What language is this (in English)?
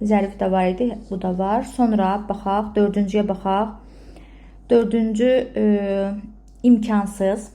Azerbaijani